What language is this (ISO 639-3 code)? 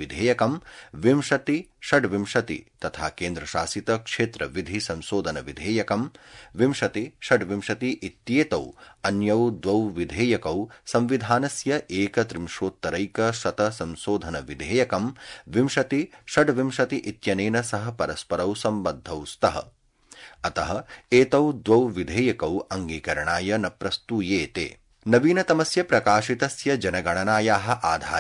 san